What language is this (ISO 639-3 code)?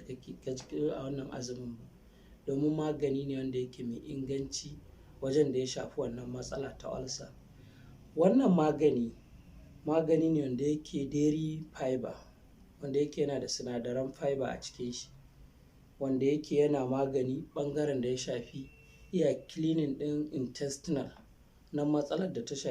hau